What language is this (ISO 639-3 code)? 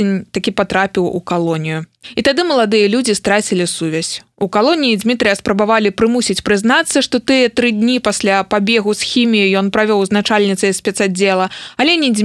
bel